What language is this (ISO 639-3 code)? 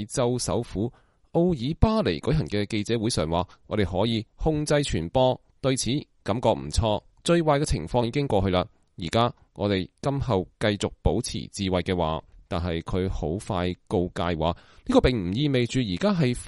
yue